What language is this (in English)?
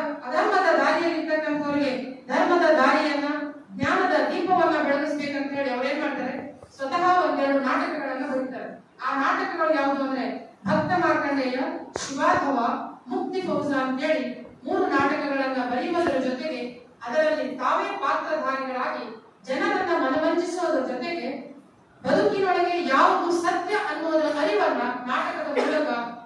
Kannada